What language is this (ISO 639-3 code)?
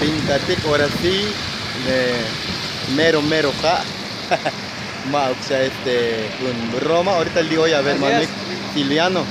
tzo